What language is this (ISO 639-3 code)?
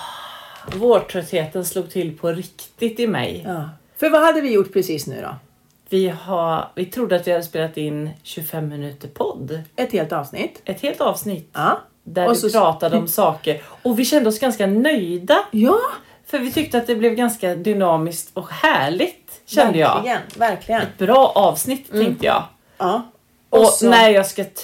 swe